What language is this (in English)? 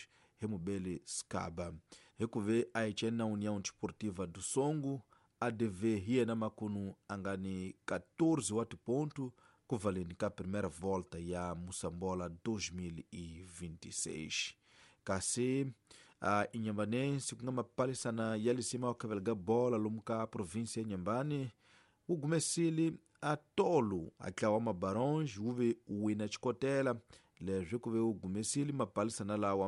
Tsonga